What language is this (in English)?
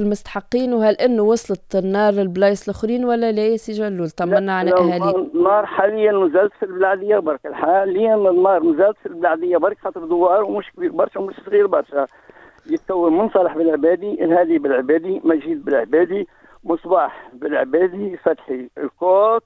Tunisian Arabic